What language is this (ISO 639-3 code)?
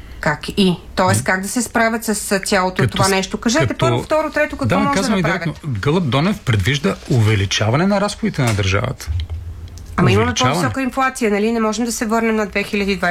bul